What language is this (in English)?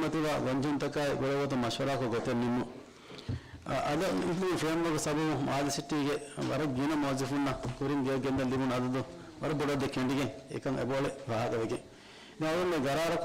Divehi